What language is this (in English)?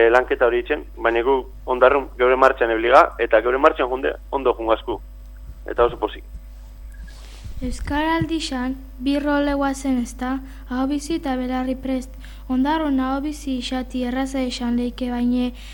Basque